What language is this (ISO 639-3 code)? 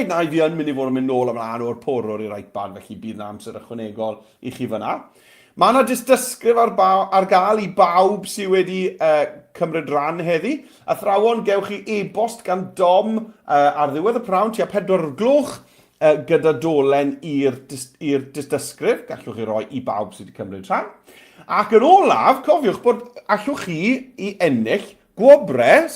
cym